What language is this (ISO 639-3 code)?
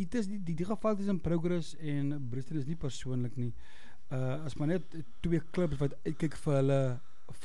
afr